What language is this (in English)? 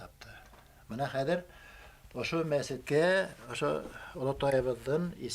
Bashkir